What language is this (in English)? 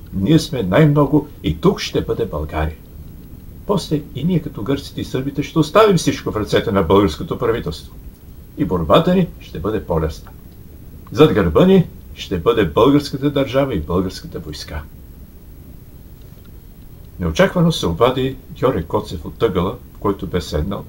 Bulgarian